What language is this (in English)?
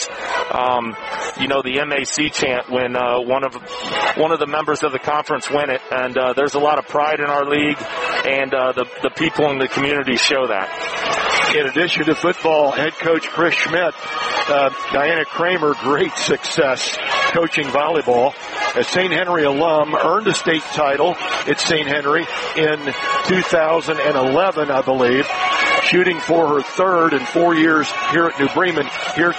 English